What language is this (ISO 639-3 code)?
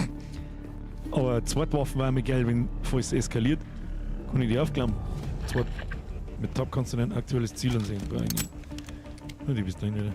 bar